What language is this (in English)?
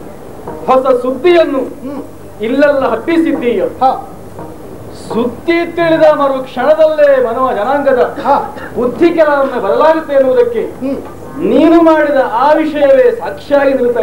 Kannada